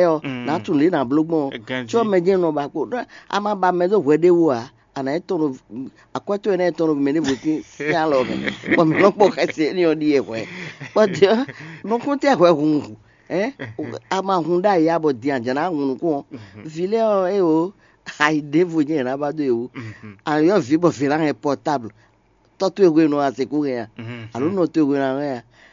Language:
Fon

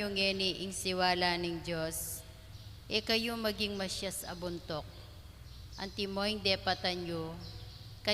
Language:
Pampanga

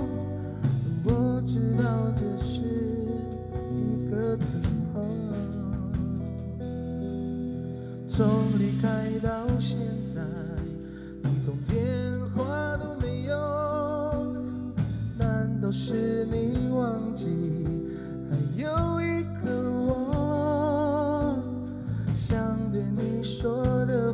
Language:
Chinese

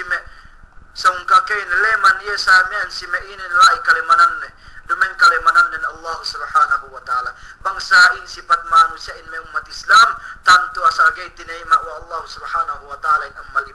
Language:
Yakan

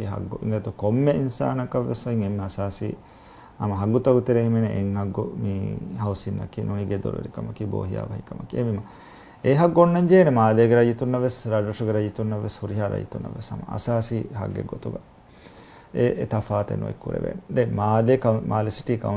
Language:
Divehi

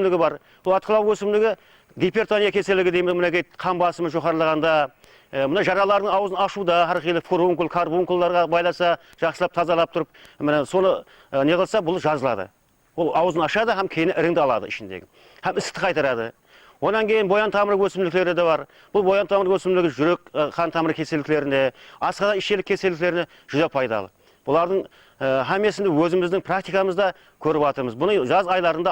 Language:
Kara-Kalpak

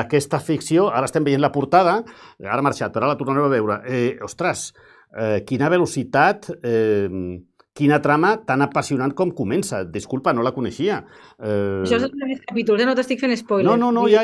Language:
Catalan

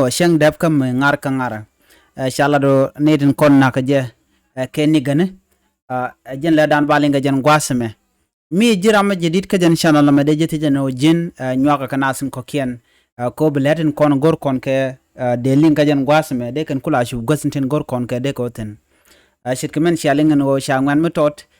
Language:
Nuer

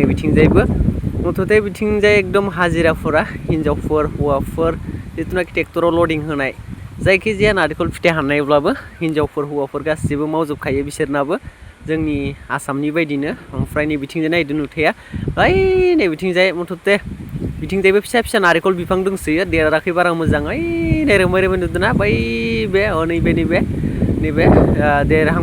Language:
Bodo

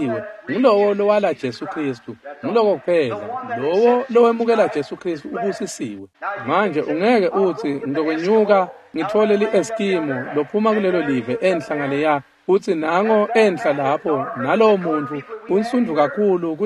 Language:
Swati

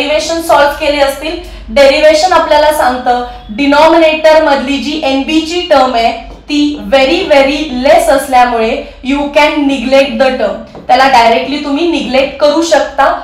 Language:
Marathi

